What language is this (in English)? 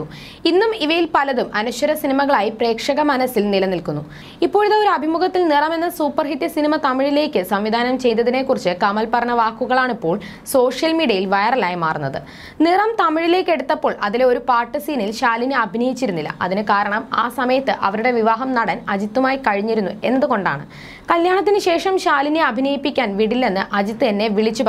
Malayalam